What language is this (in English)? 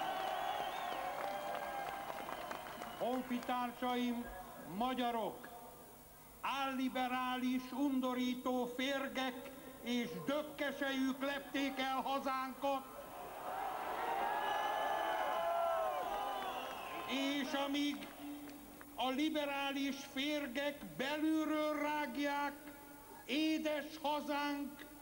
Hungarian